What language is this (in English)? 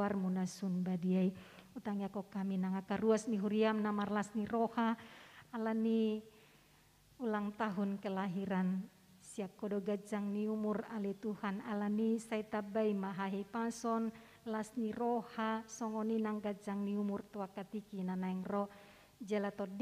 Batak Toba